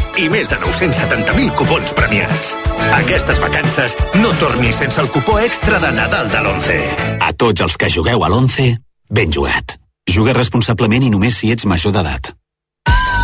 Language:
Catalan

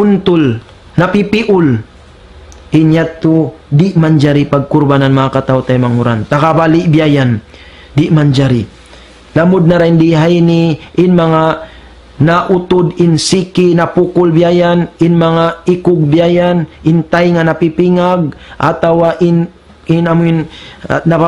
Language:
Tausug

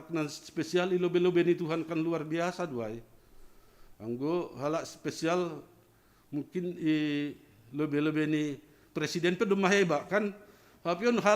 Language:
Batak Simalungun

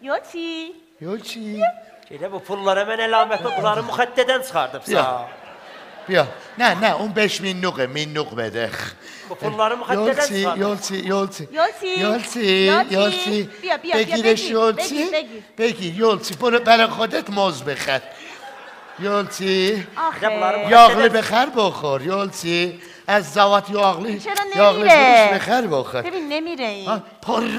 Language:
South Azerbaijani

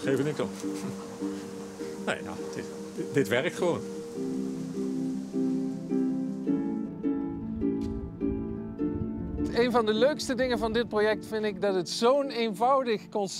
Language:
Dutch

